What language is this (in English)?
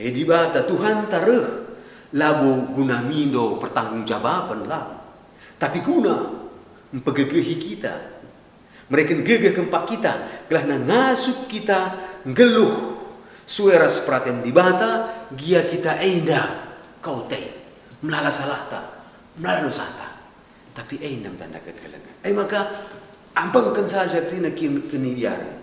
Batak Karo